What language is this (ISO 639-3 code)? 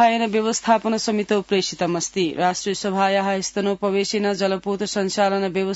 san